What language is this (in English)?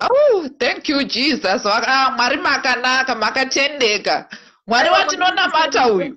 Shona